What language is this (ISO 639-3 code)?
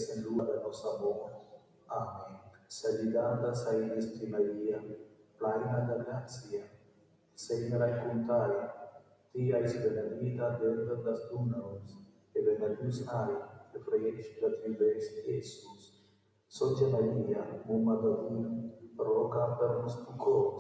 roh